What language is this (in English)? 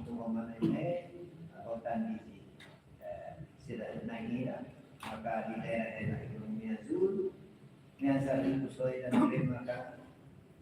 Tetum